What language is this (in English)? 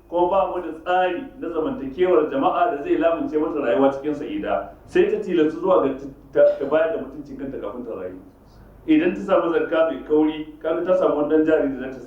Hausa